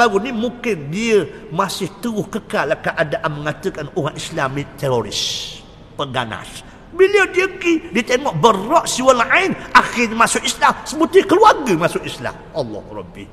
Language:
Malay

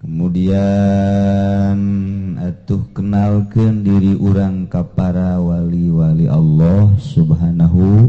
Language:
Sundanese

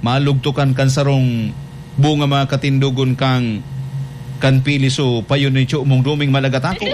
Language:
Bikol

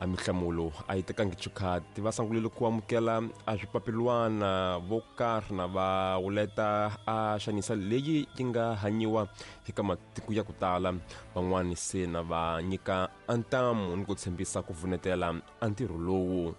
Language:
Tsonga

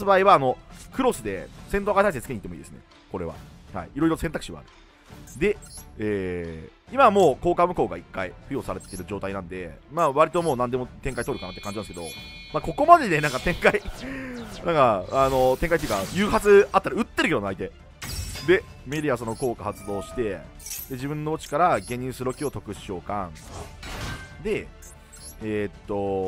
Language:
Japanese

